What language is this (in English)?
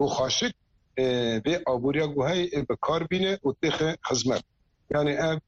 Kurdish